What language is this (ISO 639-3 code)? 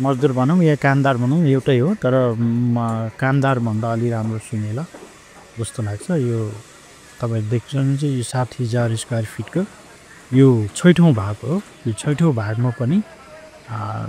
nep